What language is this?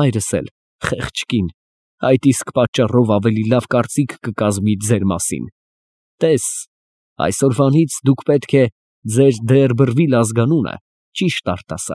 Armenian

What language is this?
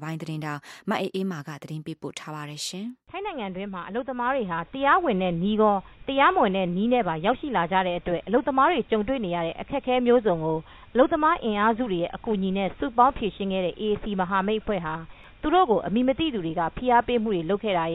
Burmese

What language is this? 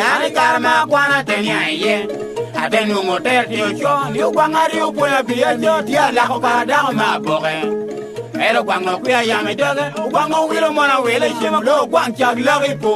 Lango (Uganda)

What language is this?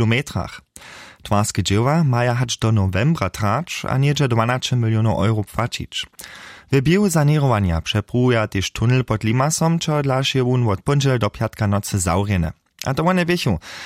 Upper Sorbian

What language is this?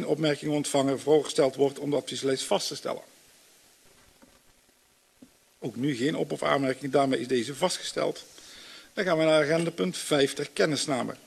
Dutch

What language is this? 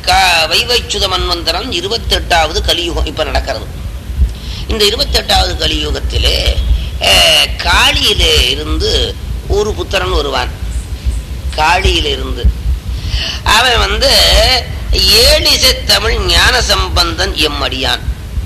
Tamil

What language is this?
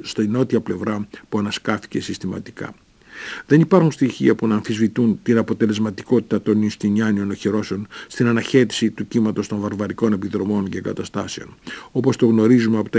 Greek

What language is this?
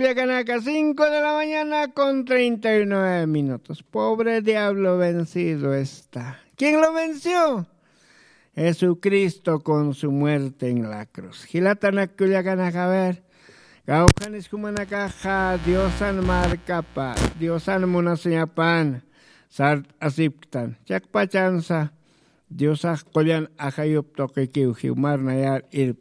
Aymara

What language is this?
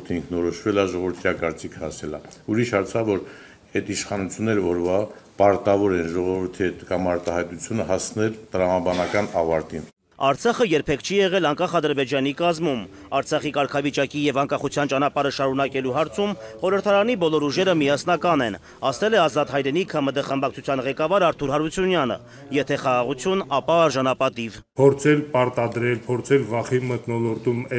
Armenian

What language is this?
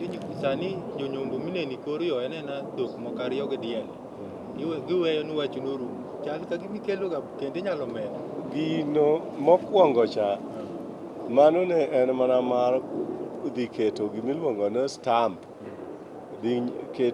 Luo (Kenya and Tanzania)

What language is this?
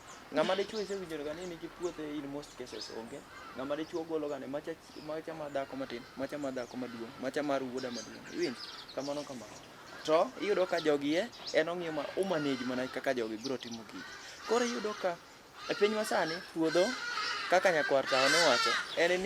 Luo (Kenya and Tanzania)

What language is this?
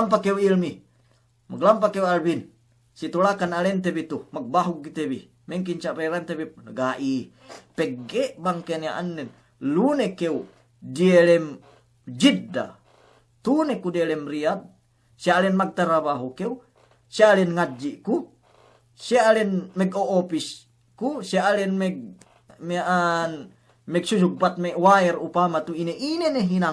Yakan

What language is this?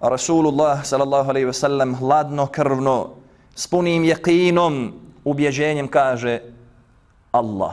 Bosnian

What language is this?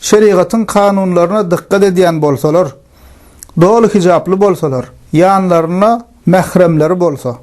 Turkmen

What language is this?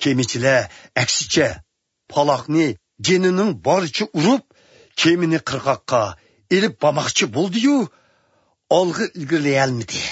Uyghur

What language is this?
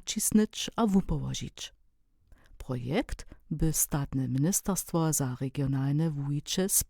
Upper Sorbian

